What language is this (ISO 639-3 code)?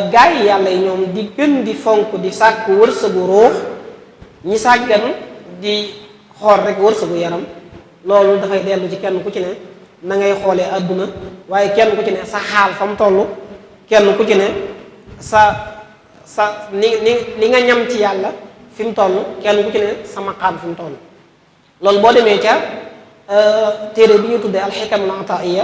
wol